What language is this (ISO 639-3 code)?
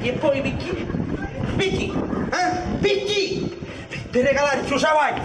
scn